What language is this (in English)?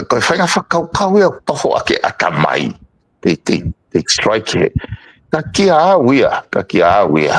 Tongan